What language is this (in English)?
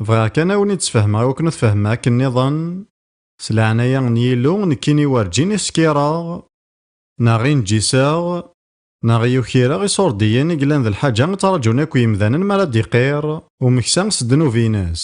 Kabyle